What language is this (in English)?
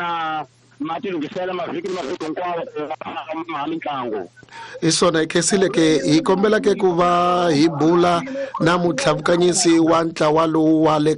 Tsonga